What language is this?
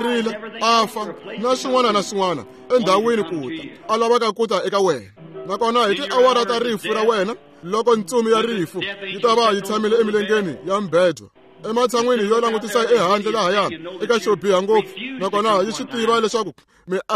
Tsonga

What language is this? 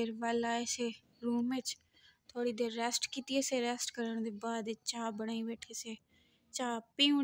Saraiki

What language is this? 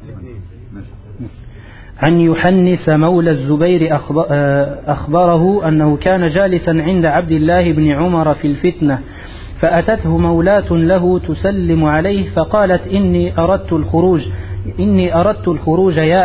Arabic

